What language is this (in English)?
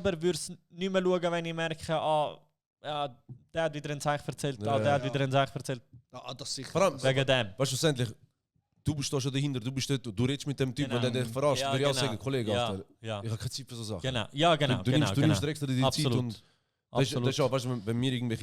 Swiss German